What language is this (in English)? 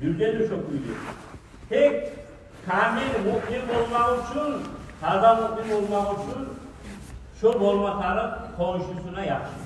Kumyk